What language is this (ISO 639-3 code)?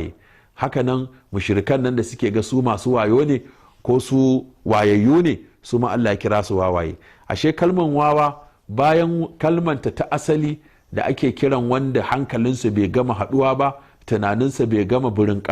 hau